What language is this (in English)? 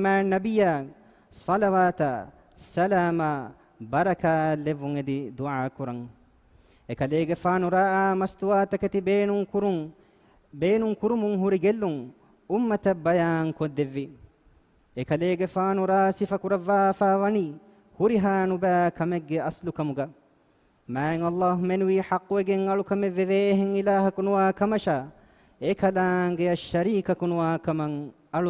Divehi